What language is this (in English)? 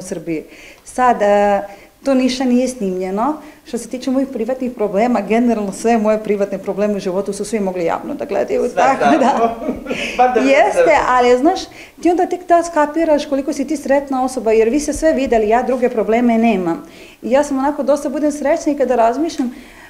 Serbian